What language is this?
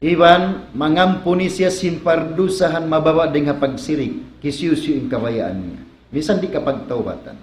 Tausug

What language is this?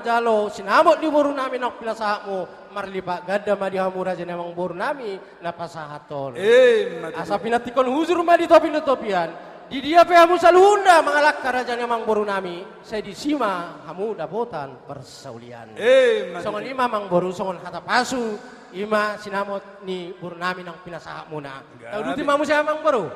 Batak Toba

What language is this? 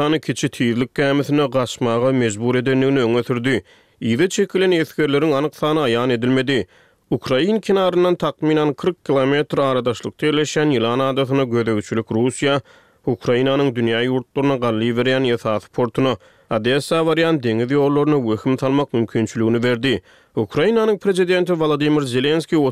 Turkmen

